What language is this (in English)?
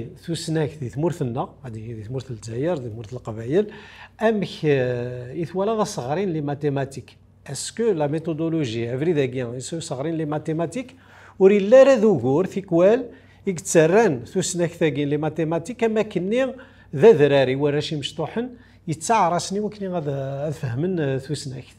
Kabyle